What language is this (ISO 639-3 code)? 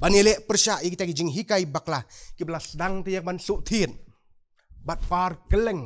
kha